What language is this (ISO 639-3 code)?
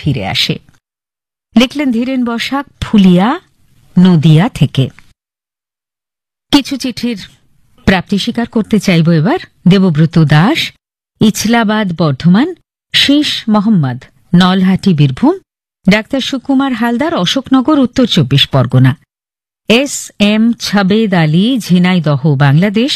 ben